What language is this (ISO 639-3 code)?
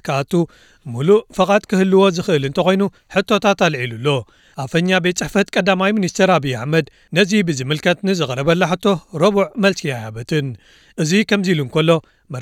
tir